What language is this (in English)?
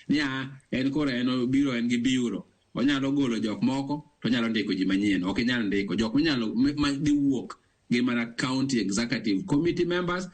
Luo (Kenya and Tanzania)